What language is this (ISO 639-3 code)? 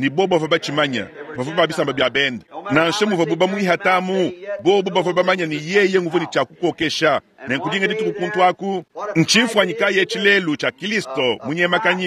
lua